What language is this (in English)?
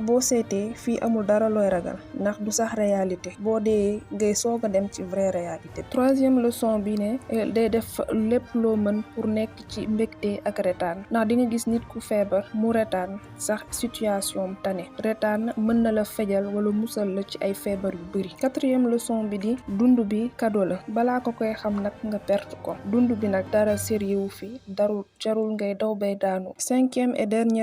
Wolof